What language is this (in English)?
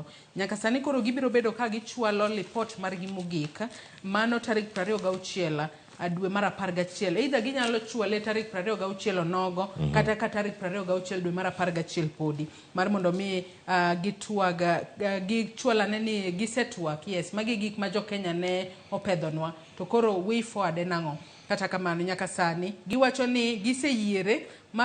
Luo (Kenya and Tanzania)